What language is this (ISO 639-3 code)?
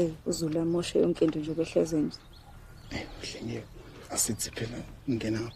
zul